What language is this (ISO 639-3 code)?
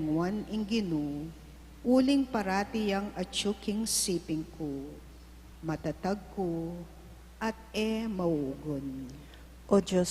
pam